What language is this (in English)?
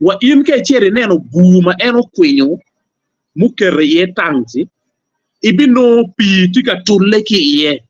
Acoli